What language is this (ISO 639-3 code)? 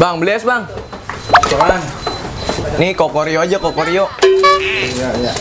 bew